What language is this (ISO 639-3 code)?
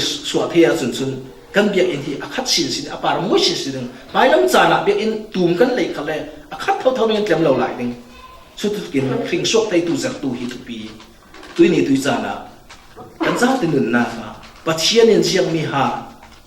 cfm